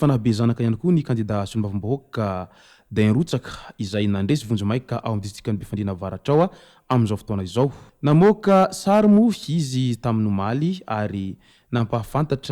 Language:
Malagasy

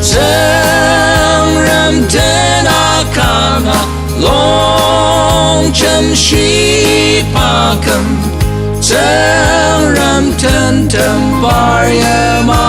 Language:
Ao Naga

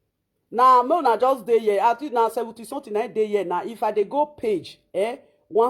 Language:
Nigerian Pidgin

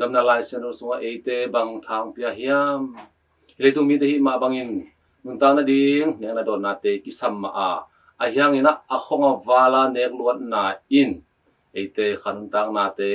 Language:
Tedim Chin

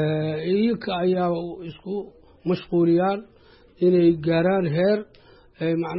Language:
Somali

